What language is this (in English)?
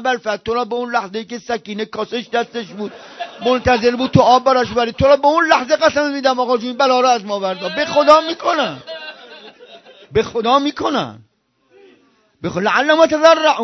Persian